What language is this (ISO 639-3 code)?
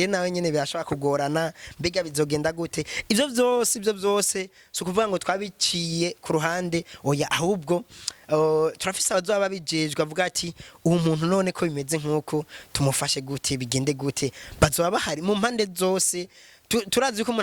run